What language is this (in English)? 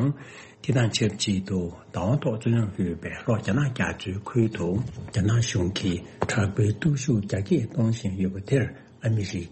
Tibetan